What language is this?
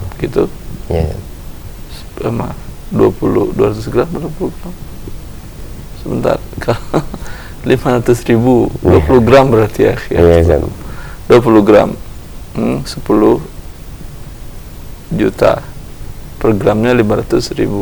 Indonesian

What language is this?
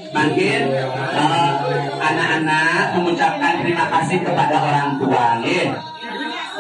Balinese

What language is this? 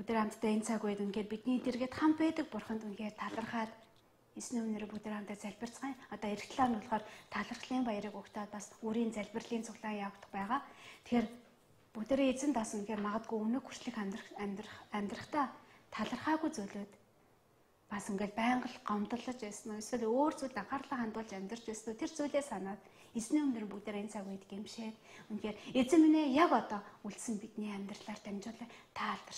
Mongolian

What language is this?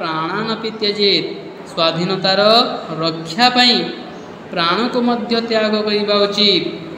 Odia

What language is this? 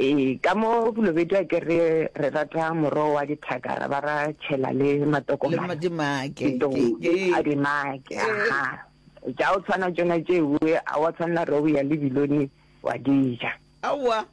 Northern Sotho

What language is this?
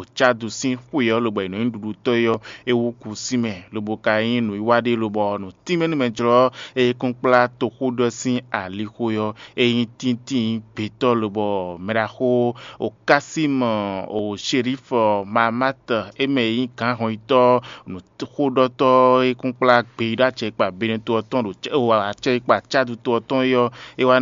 Fon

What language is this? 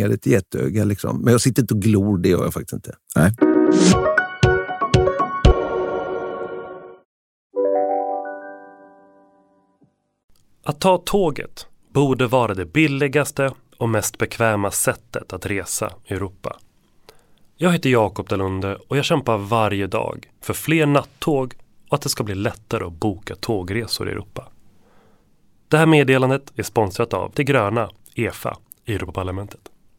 Swedish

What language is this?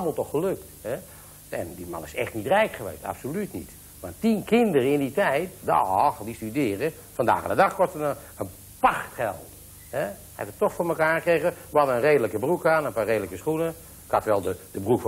Dutch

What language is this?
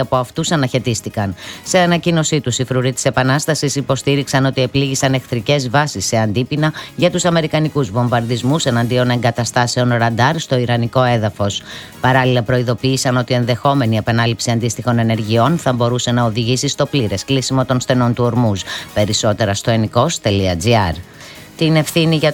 Greek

